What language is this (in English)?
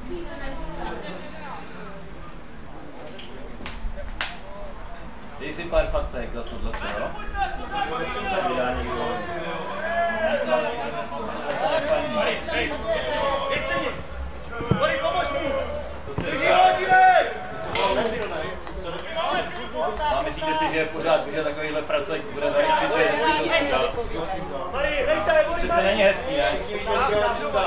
Czech